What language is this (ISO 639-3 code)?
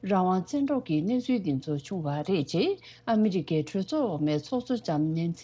bod